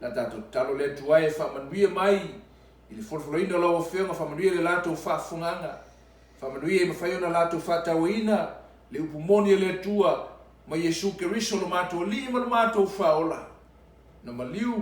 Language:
Samoan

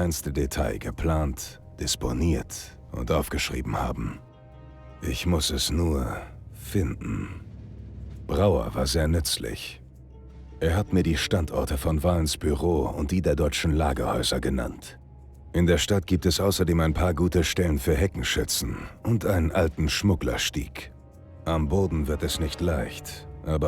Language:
Bavarian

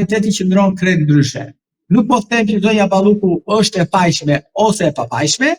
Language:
Albanian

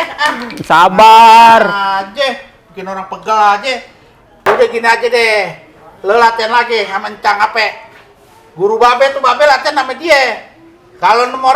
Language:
Betawi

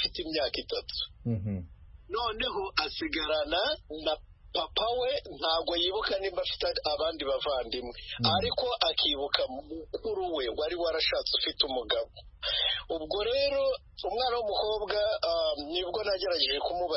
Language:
Kinyarwanda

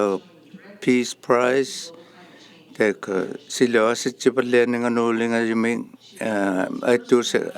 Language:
Inuktitut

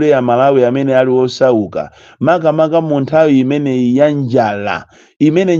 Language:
Nyanja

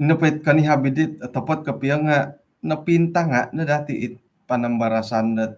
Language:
Central Dusun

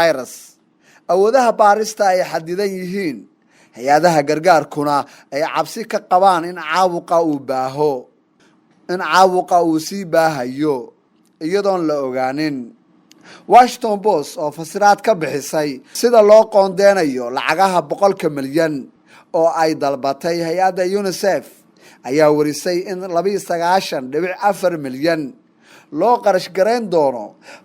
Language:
Somali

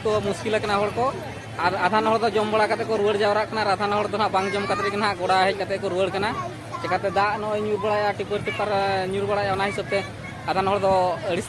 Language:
Santali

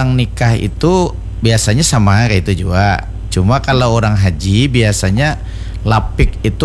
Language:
Banjar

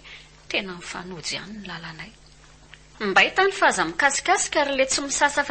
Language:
Malagasy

